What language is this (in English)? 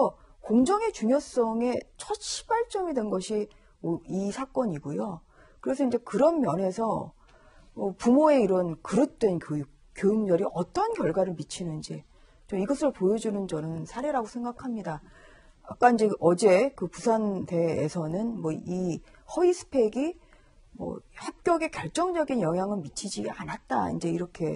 Korean